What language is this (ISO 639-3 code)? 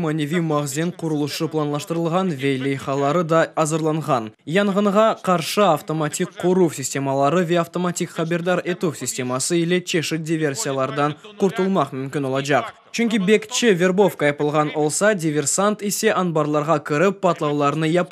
crh